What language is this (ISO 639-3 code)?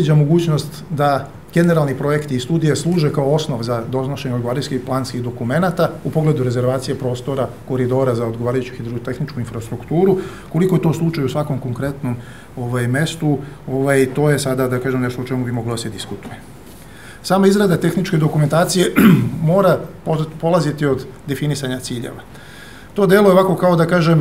srp